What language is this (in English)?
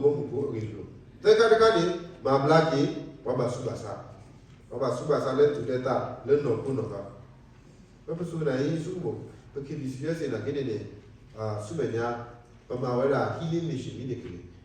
S'gaw Karen